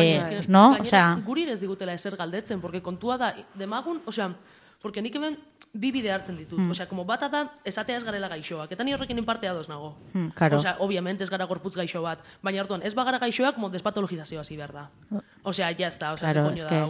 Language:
Basque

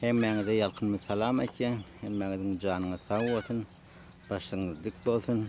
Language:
Turkmen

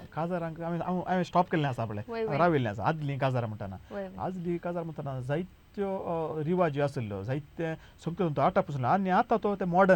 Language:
Konkani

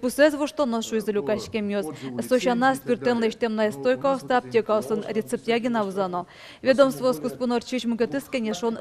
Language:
Udmurt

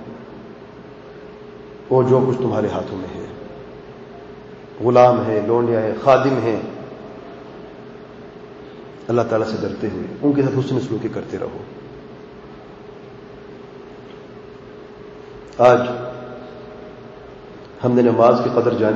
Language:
Urdu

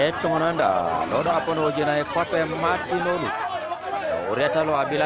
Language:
Teso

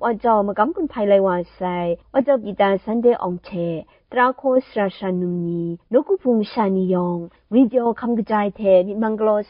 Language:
Kachin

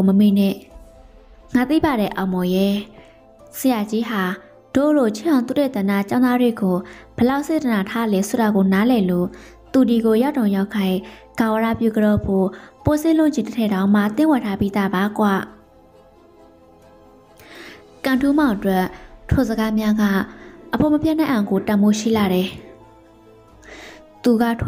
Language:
Burmese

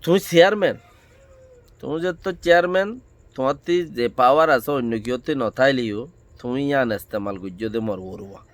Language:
Rohingya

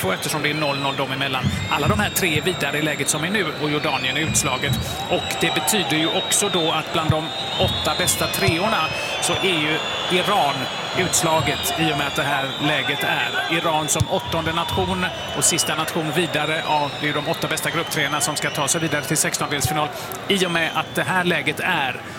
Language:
Swedish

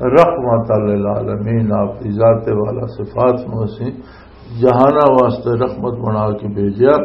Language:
Western Panjabi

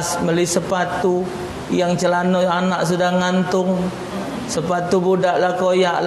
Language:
Musi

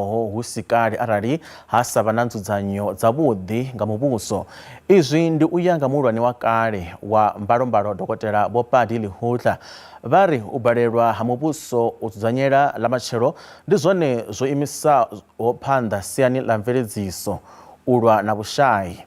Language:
Venda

